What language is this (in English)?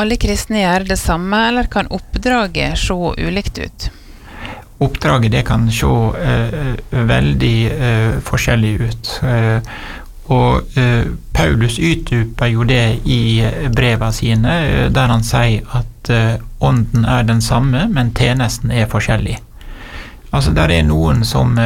Norwegian